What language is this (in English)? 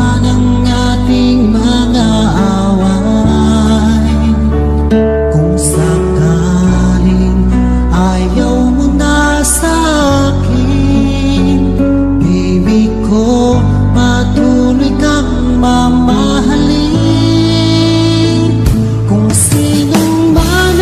Filipino